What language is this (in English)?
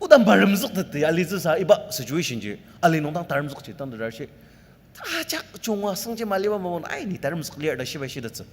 Ao Naga